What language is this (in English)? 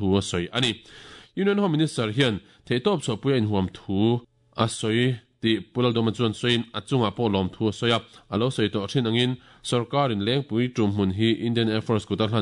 Mizo